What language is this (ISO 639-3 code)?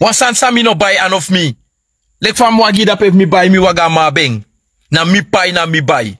srn